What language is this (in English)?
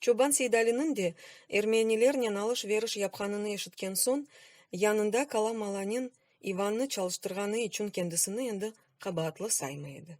Crimean Tatar